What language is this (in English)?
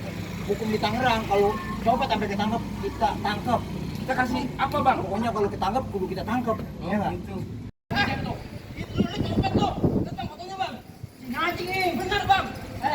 Betawi